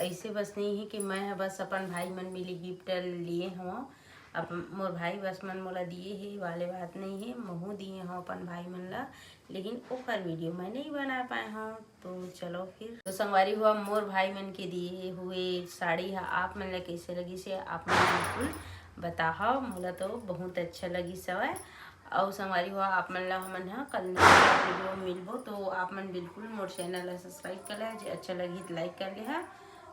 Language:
Chhattisgarhi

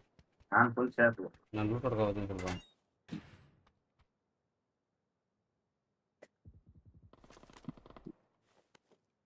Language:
Kannada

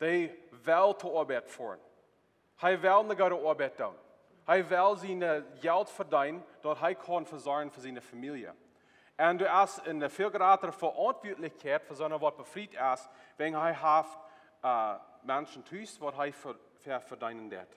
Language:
Plautdietsch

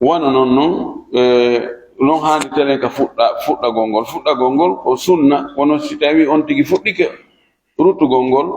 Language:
Fula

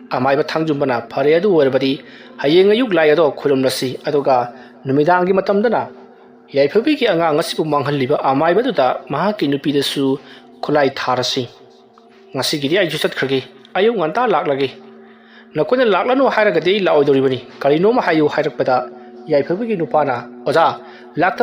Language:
Manipuri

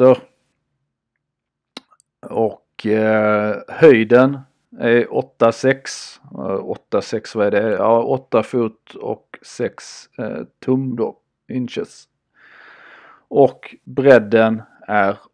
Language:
Swedish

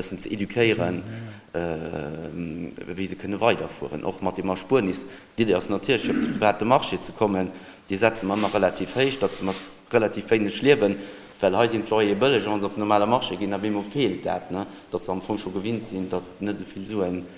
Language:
Luxembourgish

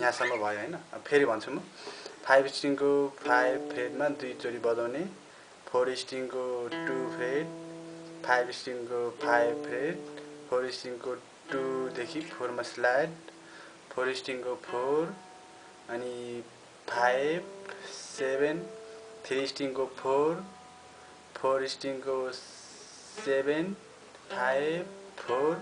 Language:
Nepali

